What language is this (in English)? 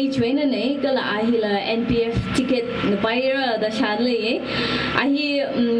Tangkhul Naga (India)